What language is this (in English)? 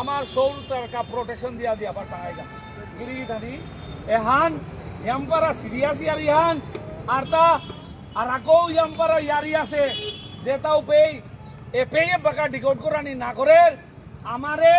Bishnupriya